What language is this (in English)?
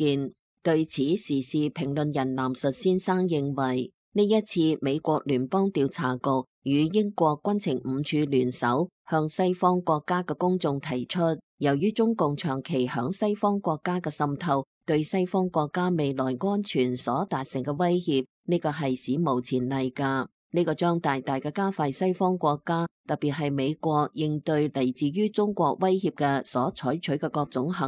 Cantonese